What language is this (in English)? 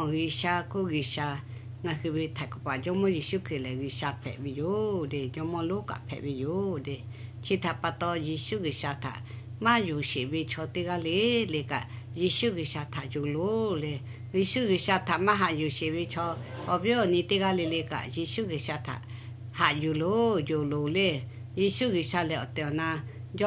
Lahu